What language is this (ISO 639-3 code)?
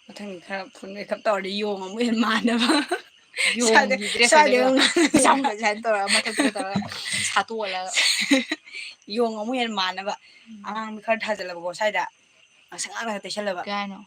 mni